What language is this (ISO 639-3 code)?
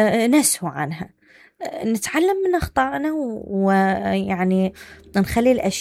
acm